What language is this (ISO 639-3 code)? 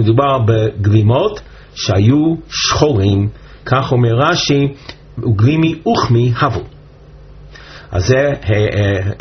heb